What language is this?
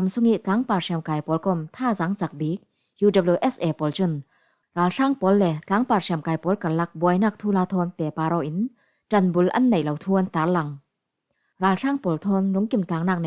Falam Chin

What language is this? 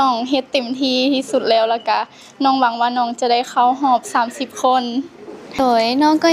Lao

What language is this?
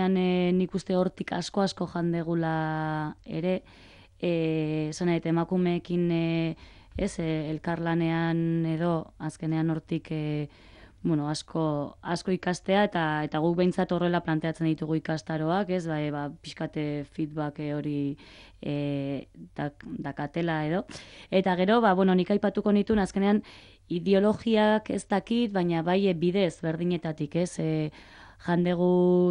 Basque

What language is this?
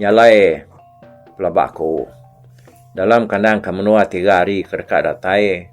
Iban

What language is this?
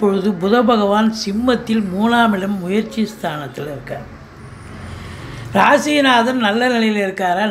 Tamil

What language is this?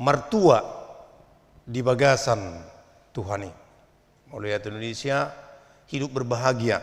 Batak Toba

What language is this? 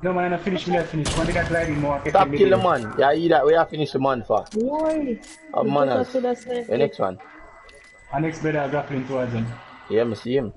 Jamaican Creole English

